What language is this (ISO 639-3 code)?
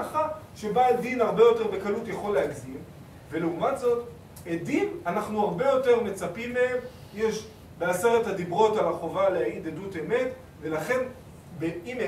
heb